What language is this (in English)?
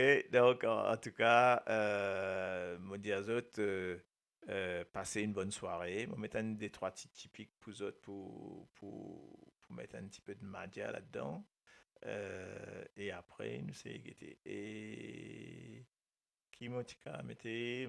Morisyen